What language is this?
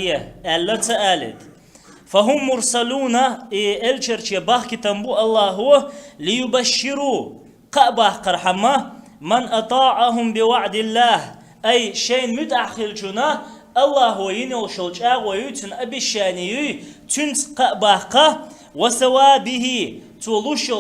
Chechen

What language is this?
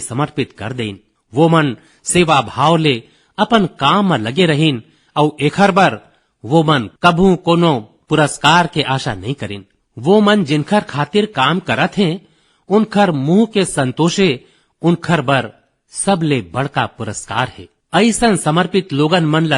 Chhattisgarhi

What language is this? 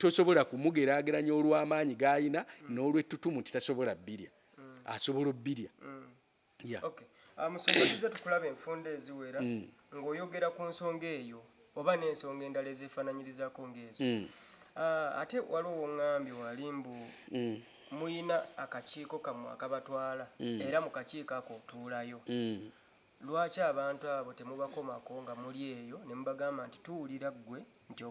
Ganda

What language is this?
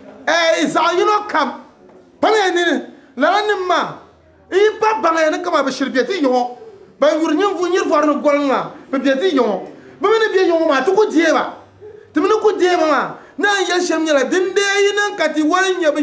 Dagbani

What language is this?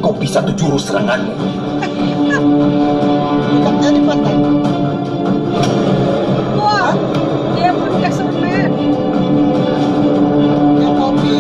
Indonesian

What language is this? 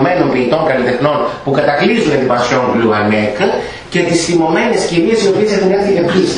Greek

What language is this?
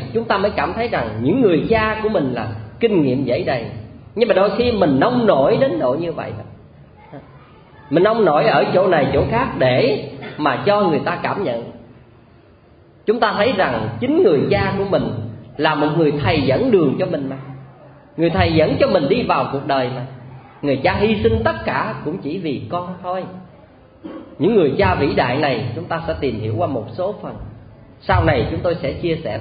Vietnamese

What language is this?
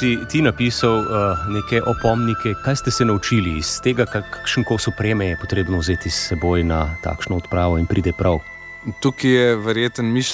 Slovenian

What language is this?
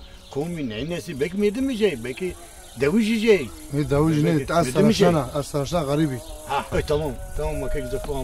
Zaza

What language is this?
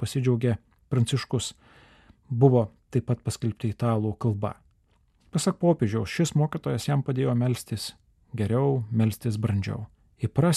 Lithuanian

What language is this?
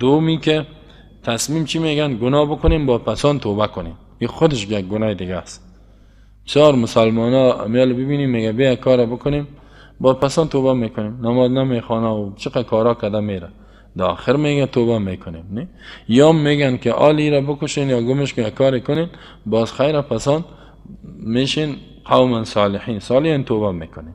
Persian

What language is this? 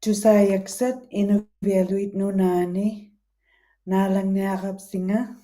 Western Canadian Inuktitut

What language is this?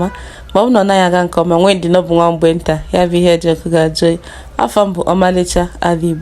Igbo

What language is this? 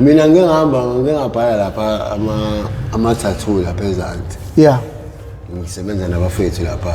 Zulu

